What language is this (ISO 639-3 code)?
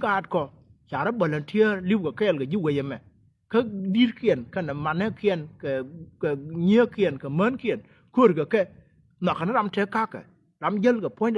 nus